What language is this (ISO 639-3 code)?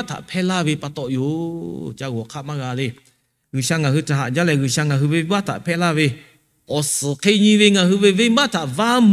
lhu